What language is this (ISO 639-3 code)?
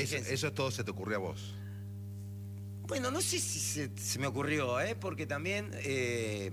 spa